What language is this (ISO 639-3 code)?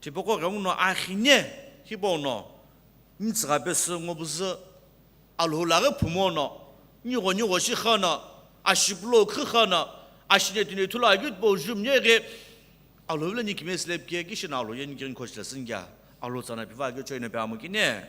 nsm